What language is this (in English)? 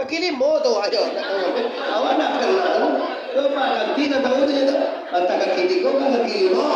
Minangkabau